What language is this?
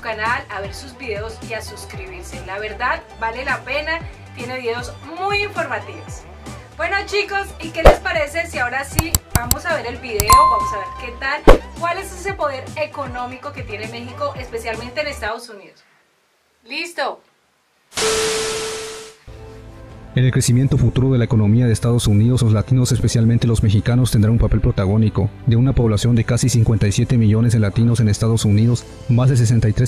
Spanish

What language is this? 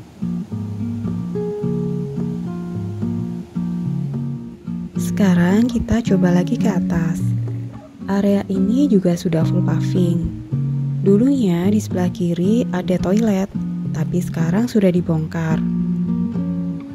Indonesian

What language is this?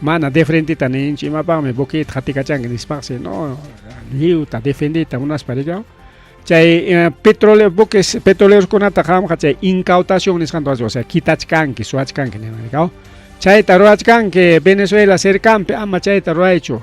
Ayacucho Quechua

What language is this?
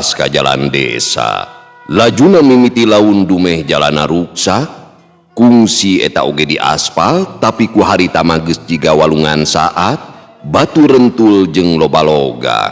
Sundanese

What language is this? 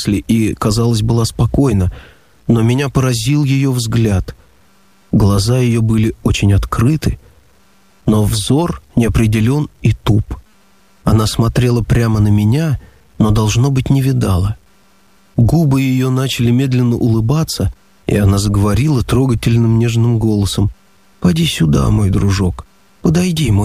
Russian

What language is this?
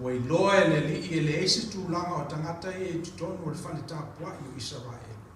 Samoan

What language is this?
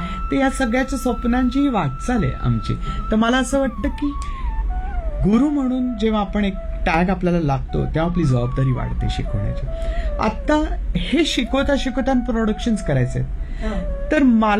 Marathi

